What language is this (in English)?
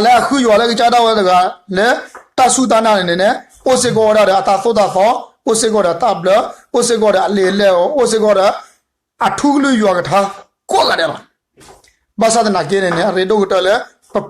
S'gaw Karen